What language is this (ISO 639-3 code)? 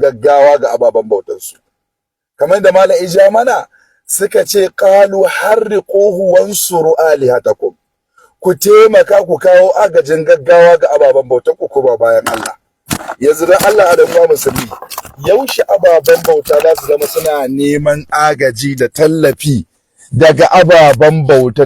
hau